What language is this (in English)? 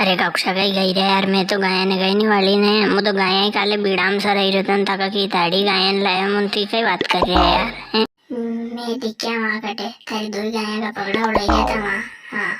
Rajasthani